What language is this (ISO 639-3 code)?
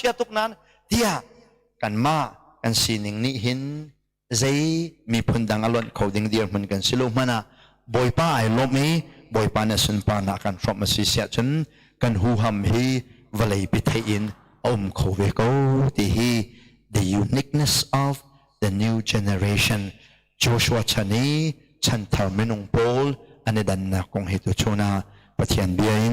cnh